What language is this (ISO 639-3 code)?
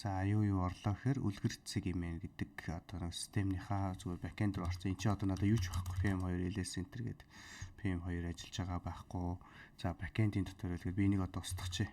mon